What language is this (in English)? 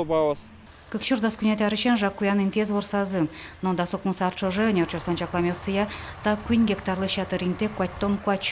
Udmurt